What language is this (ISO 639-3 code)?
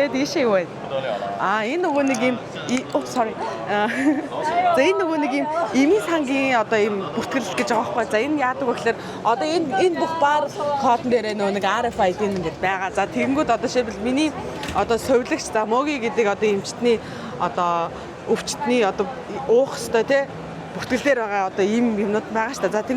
mon